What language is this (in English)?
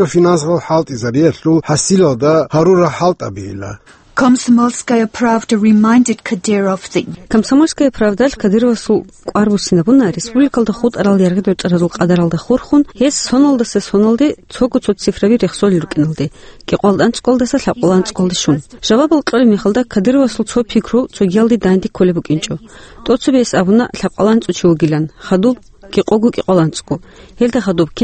Avaric